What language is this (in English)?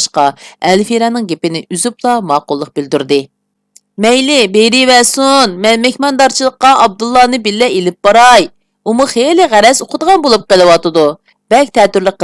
Uyghur